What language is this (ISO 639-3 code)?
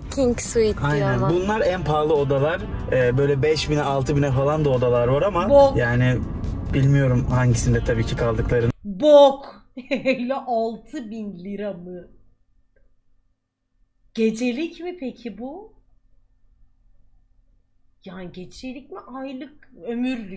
tur